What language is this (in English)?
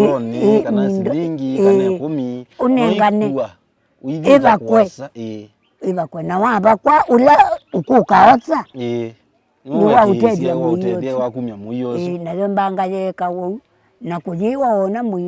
Kamba